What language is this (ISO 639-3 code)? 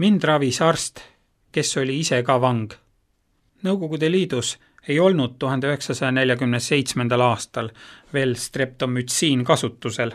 est